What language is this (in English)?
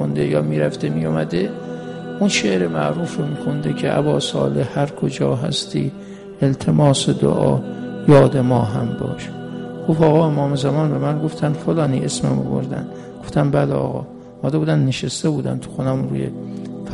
Persian